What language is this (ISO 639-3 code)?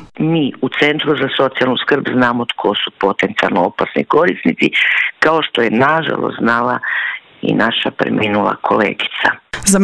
hrv